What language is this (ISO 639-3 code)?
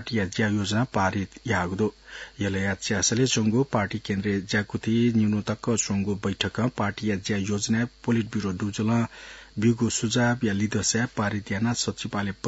new